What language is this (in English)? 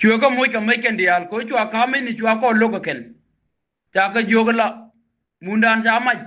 Nuer